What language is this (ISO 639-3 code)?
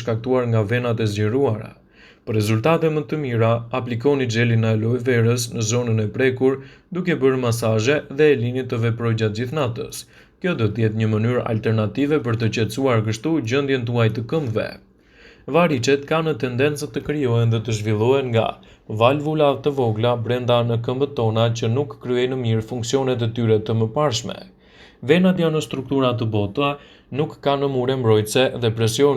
sqi